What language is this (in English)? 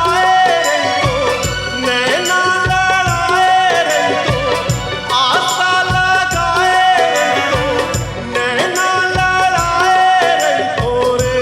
Chhattisgarhi